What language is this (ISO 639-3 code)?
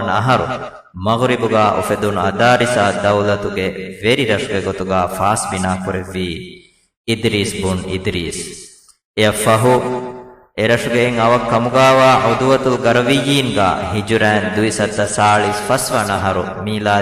div